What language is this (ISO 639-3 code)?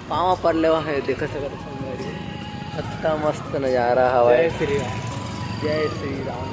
hne